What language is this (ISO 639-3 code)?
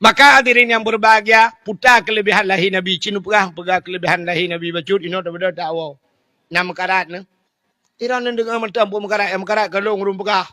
ace